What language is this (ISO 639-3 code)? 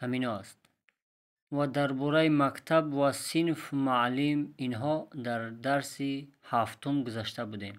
tgk